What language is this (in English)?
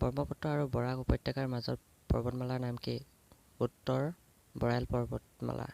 Assamese